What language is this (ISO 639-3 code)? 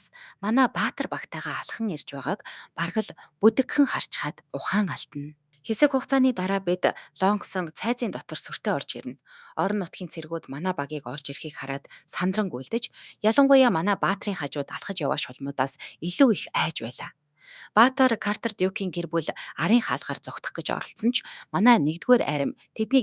mon